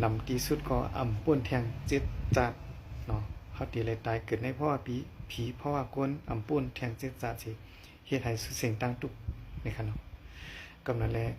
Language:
Shan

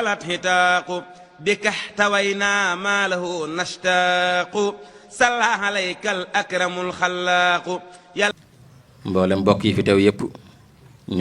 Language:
Wolof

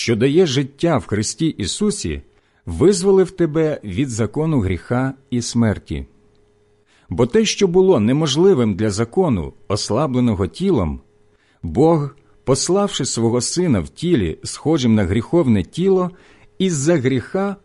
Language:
Ukrainian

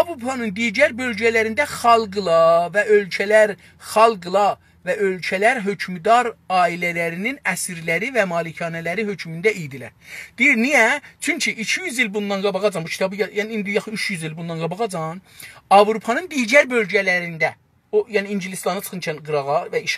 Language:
South Azerbaijani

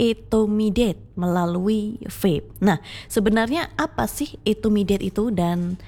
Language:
Indonesian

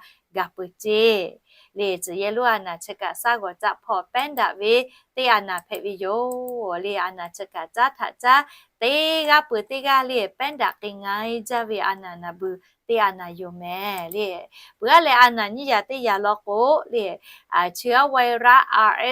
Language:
Lahu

